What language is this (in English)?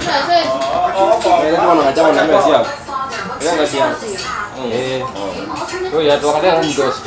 Gusii